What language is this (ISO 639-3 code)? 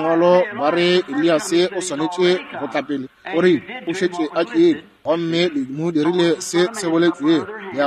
nso